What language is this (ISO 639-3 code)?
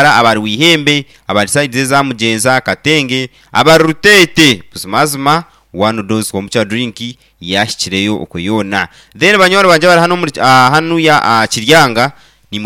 nyn